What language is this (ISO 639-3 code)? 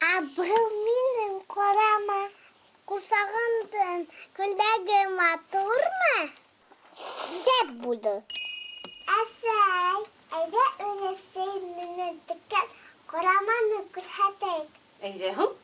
bak